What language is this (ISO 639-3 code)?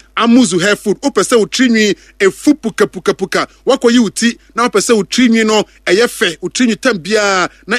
aka